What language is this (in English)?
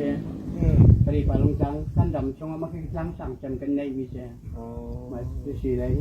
Hakha Chin